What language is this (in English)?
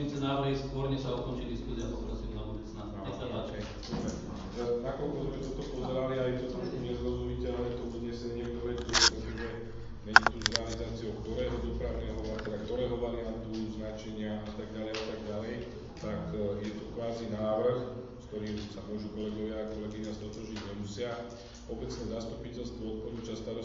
Slovak